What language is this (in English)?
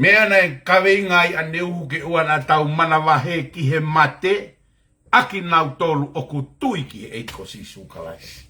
Tongan